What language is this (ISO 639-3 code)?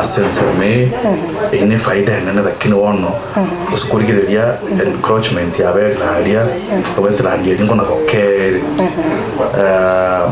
guz